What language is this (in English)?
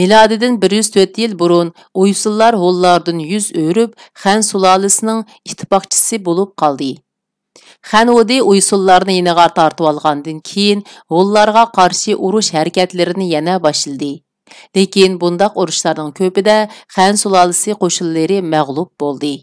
Uyghur